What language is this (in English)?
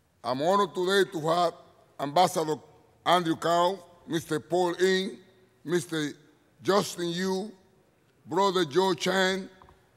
English